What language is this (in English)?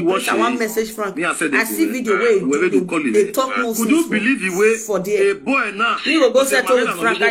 Nigerian Pidgin